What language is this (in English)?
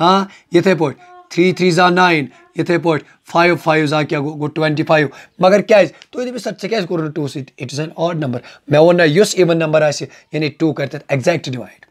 Kashmiri